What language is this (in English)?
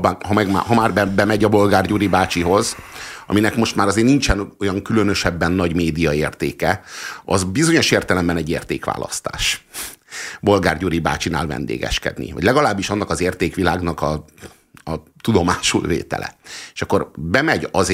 Hungarian